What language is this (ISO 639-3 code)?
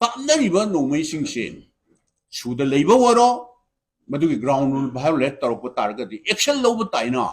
mni